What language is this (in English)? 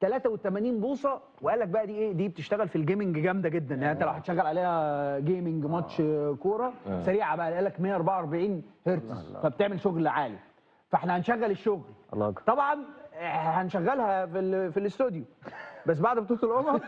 Egyptian Arabic